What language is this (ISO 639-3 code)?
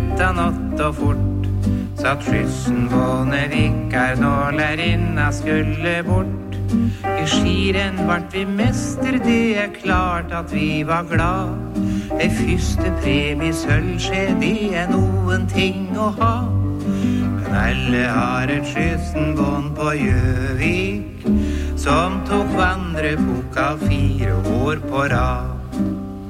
nor